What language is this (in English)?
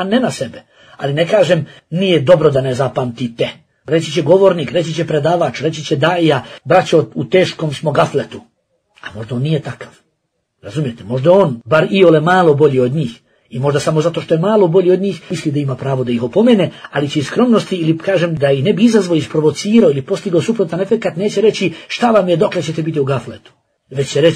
Bosnian